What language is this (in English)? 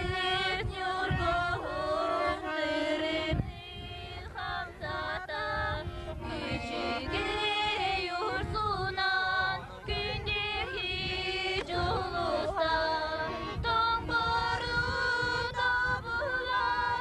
Yakut